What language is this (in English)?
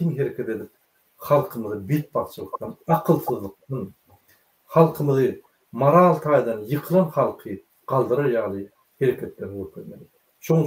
Turkmen